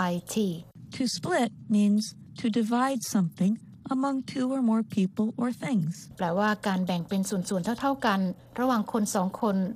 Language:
Thai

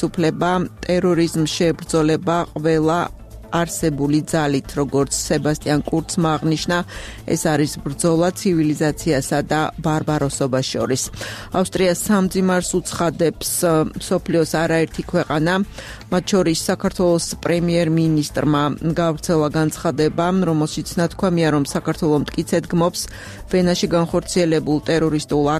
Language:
Georgian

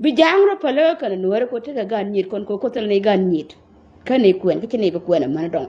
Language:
Nuer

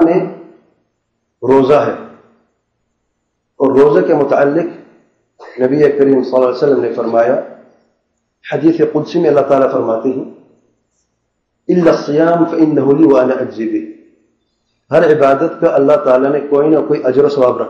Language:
Urdu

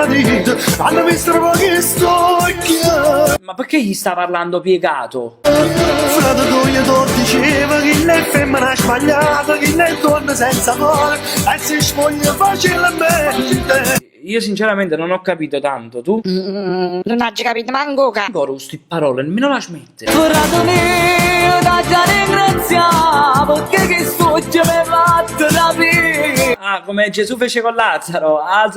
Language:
Neapolitan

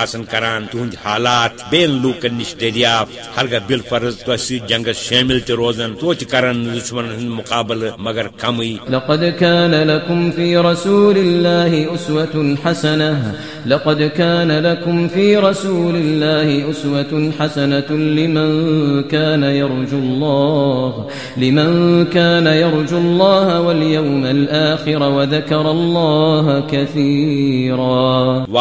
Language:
Kashmiri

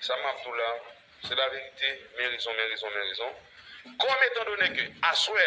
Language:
Haitian Creole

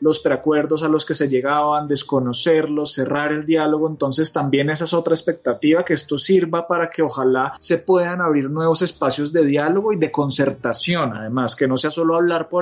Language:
Spanish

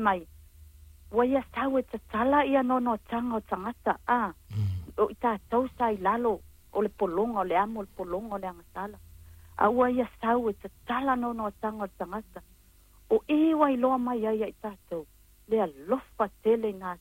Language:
Samoan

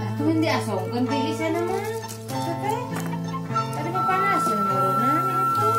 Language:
Sundanese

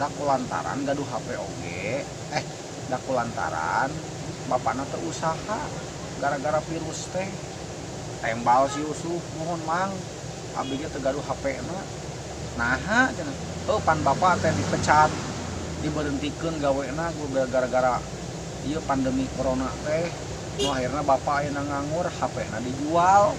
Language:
Sundanese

